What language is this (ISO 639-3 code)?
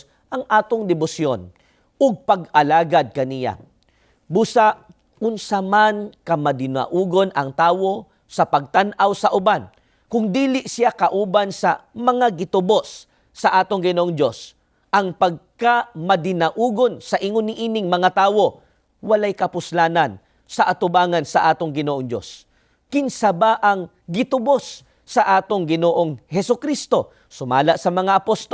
ceb